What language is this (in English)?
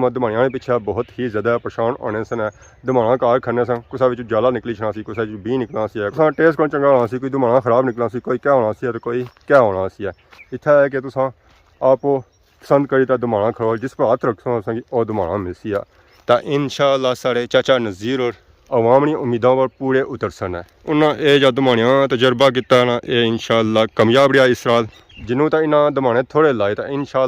Pahari-Potwari